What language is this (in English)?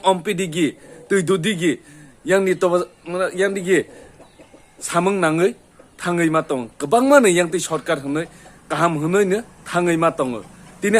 Kok Borok